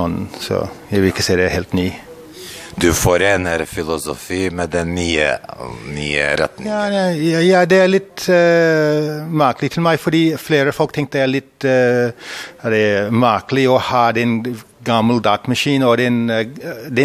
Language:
Norwegian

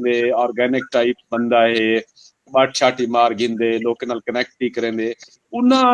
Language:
Saraiki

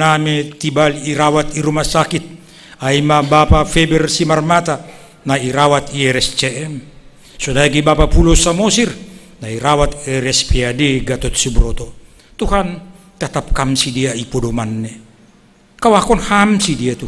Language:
Batak Simalungun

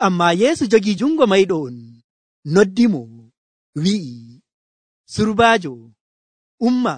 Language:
Nigerian Fulfulde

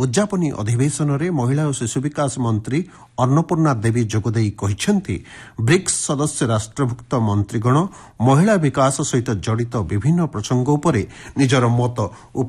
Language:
Odia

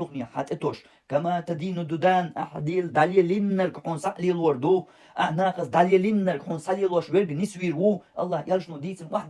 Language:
Chechen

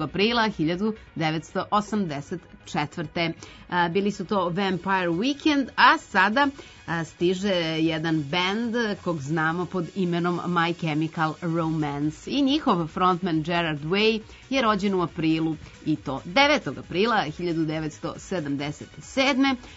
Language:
Serbian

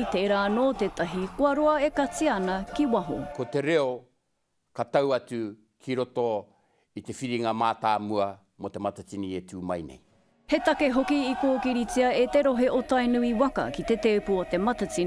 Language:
Māori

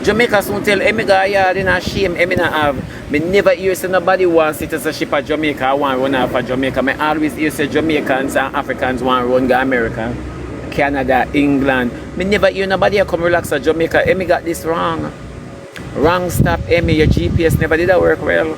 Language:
Jamaican Creole English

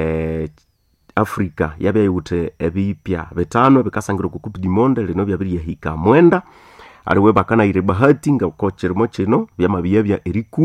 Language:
Nande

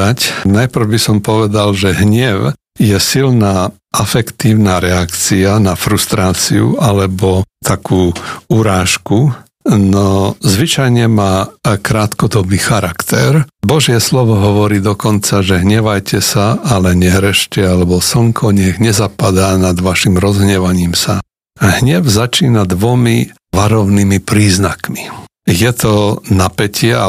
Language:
Slovak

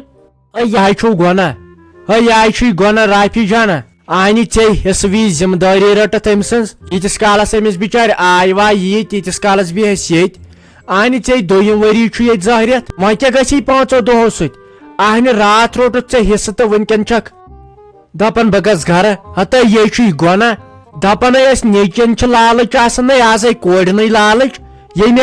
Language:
Kashmiri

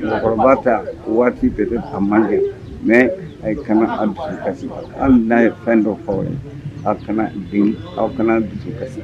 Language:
Bambara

